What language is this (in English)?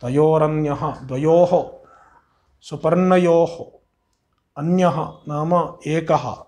Sanskrit